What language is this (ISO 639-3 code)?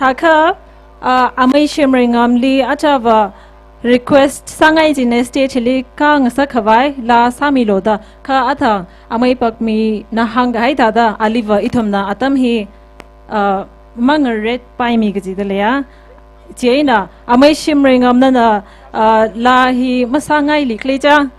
nmf